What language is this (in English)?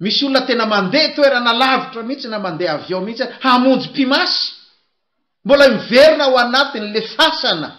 Malagasy